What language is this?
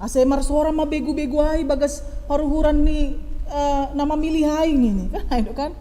Batak Simalungun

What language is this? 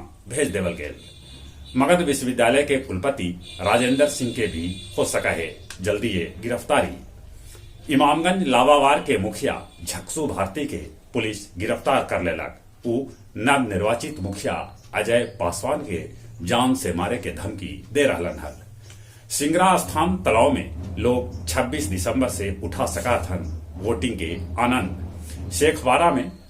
Magahi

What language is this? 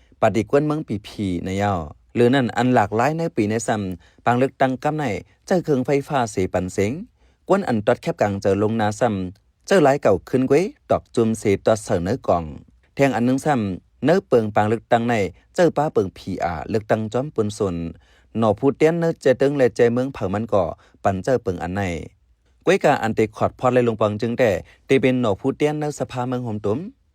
Shan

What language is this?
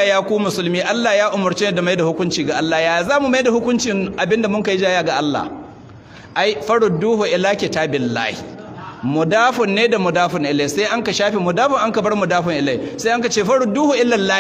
Hausa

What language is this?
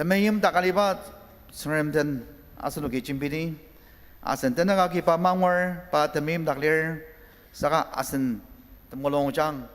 Ao Naga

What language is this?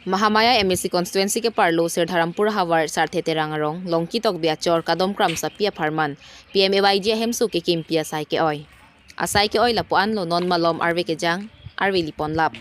Karbi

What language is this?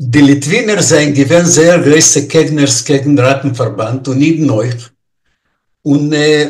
Yiddish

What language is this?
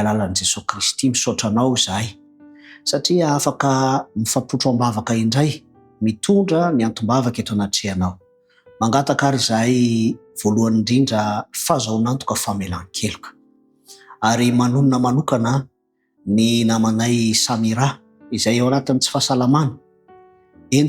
Malagasy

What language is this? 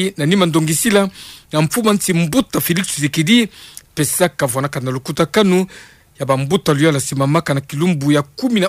Kituba (Democratic Republic of Congo)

